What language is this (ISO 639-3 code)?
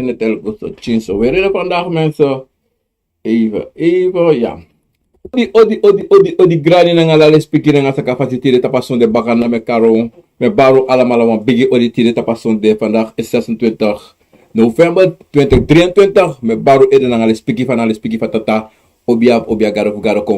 srn